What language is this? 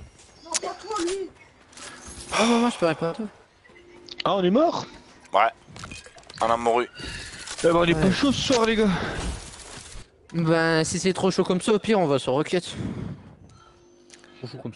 French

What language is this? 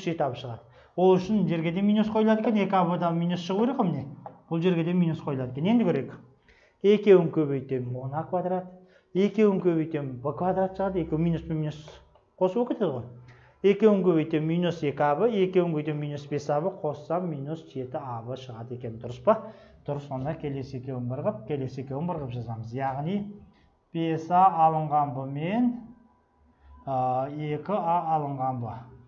Kazakh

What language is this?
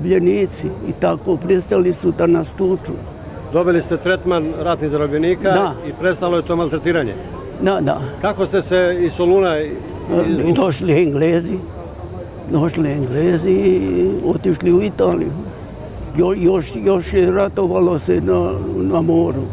Serbian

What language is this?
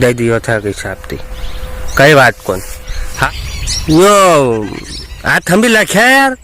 Rajasthani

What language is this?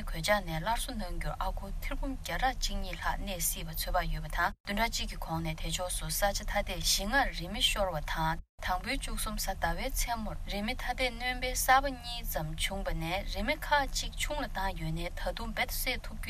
Tibetan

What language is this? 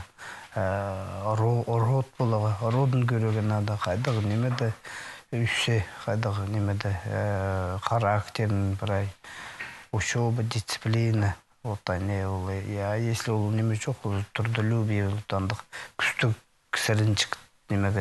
Khakas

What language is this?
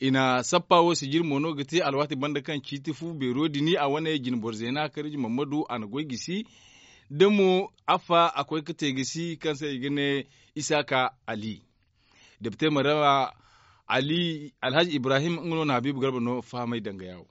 Zarma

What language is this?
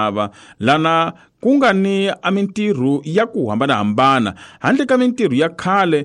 Tsonga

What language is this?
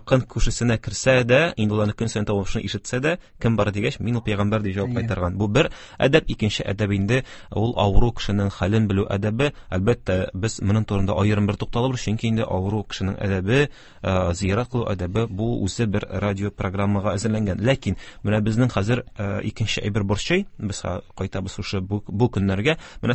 Tatar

